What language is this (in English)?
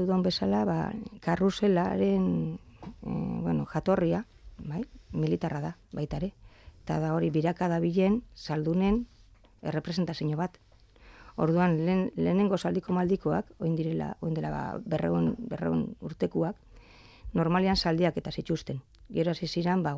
Basque